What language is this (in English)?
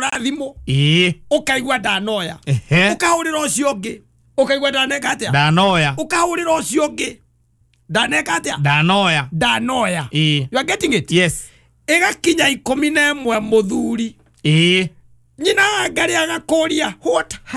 Kikuyu